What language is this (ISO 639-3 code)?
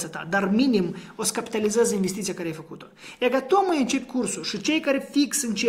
ron